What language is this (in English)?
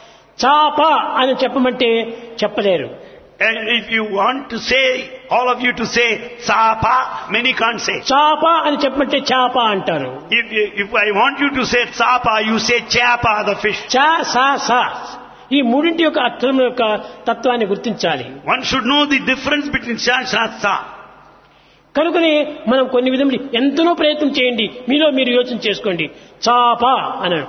Telugu